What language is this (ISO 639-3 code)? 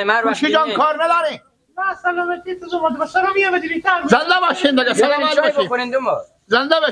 fas